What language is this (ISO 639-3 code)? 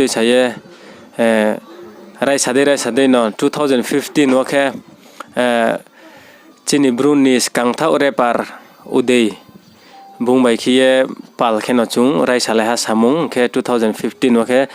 ria